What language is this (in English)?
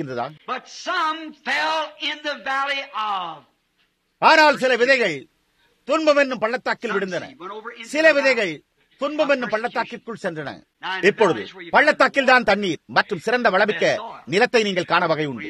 Tamil